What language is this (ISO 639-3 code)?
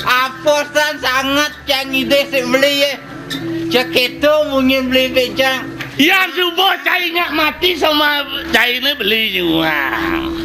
ban